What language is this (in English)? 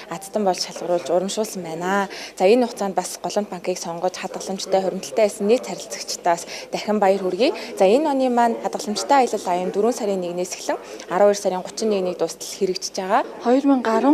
Mongolian